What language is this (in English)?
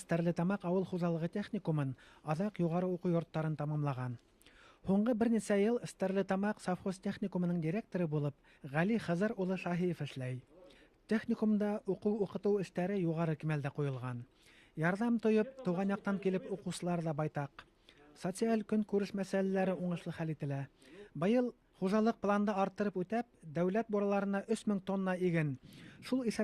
Bashkir